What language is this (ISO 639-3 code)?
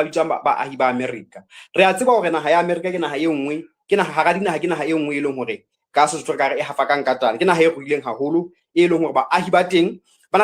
sot